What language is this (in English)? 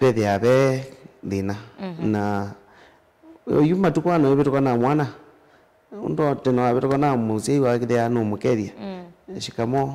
Kamba